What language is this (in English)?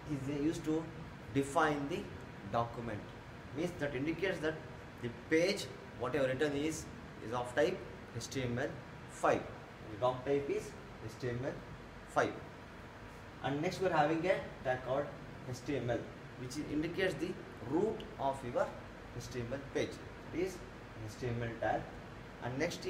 English